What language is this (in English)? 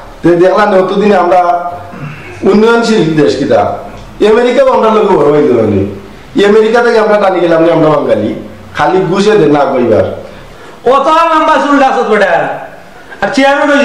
Sylheti